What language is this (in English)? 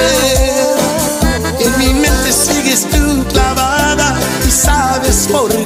Spanish